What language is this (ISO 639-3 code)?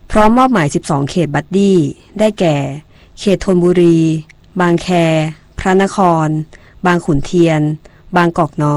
tha